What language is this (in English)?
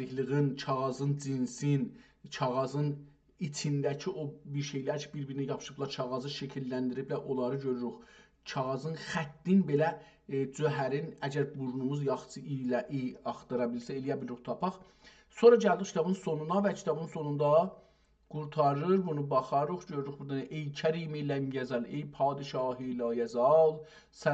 South Azerbaijani